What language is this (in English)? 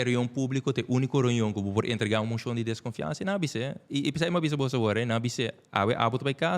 Papiamento